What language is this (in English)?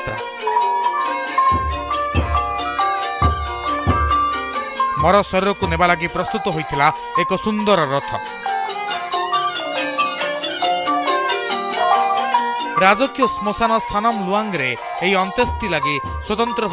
Odia